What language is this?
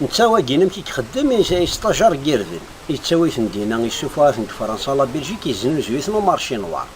Kabyle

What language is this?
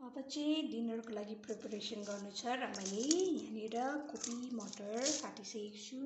Nepali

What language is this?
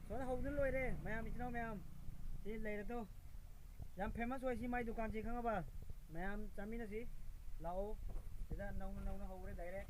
Manipuri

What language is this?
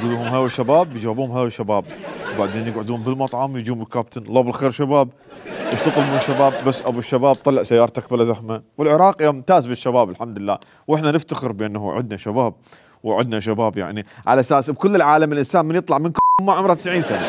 Mesopotamian Arabic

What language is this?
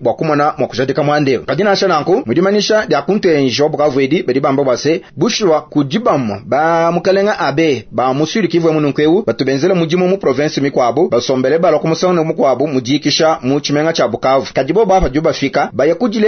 Luba-Lulua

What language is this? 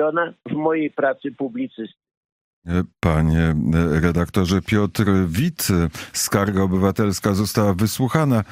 Polish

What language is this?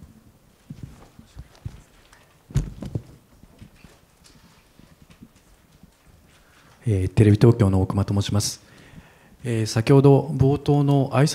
Japanese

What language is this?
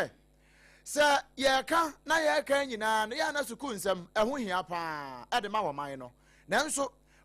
Akan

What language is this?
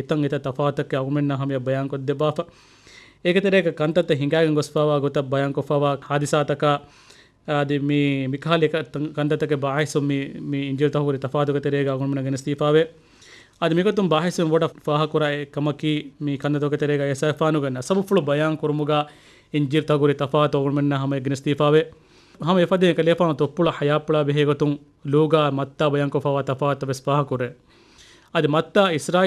Divehi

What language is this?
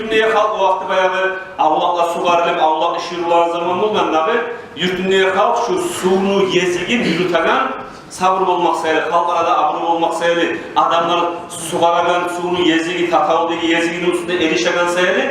Kumyk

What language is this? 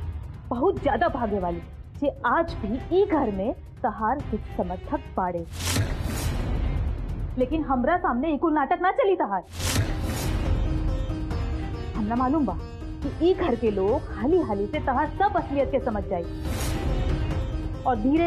Bhojpuri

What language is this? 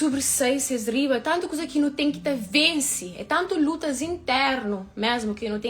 Kabuverdianu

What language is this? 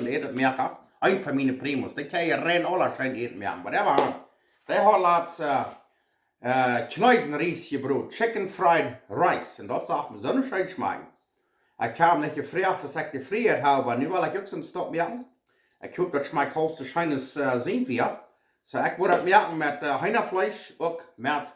Plautdietsch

